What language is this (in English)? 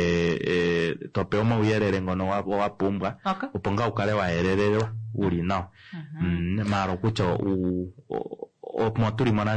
Kuanyama